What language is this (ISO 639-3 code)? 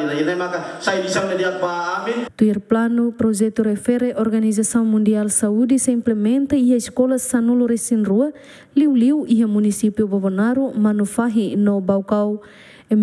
tet